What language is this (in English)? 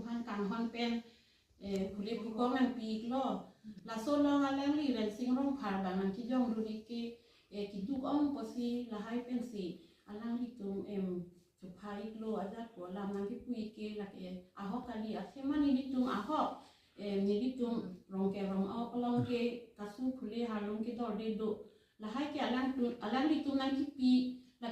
Karbi